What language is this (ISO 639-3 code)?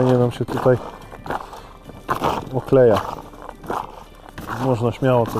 pol